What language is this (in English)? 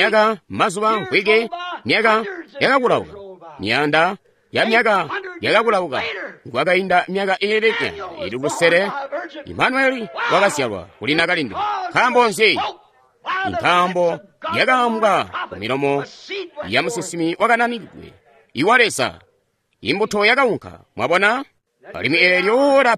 Tonga (Zambia)